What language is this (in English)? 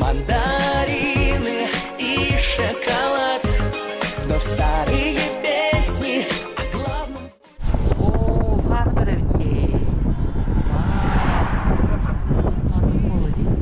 Yakut